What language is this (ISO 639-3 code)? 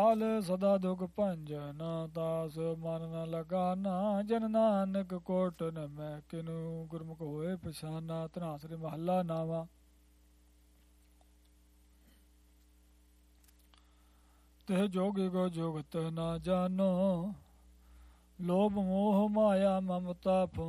pan